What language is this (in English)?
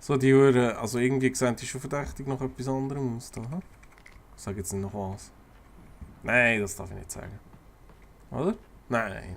Swiss German